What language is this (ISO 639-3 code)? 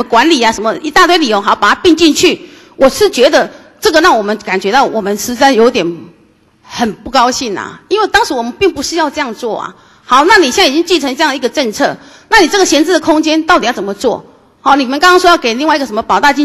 zho